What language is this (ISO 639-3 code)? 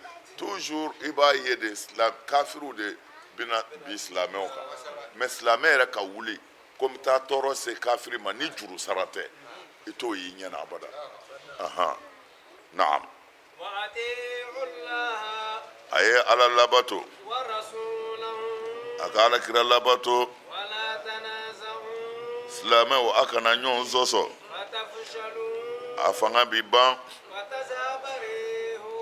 bam